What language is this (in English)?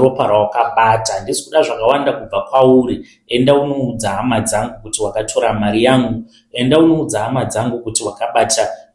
Shona